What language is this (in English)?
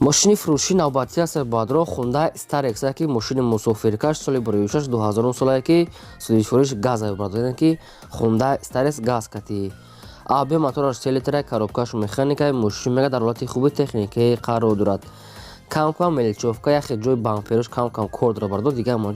Tajik